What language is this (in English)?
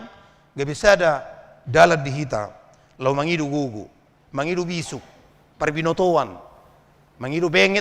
Batak Toba